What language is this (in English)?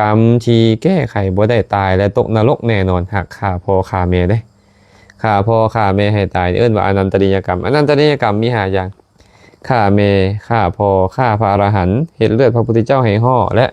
Lao